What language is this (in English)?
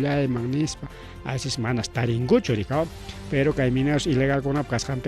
Ayacucho Quechua